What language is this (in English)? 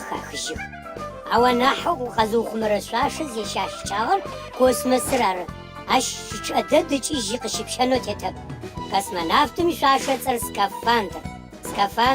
Adyghe